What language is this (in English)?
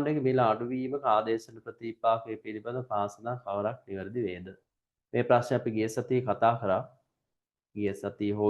Sinhala